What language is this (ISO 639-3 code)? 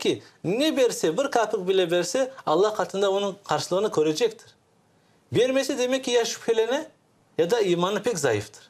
crh